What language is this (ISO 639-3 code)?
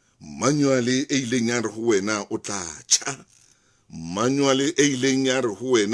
sot